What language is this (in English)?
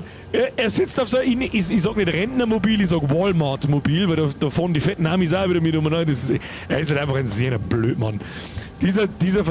Bavarian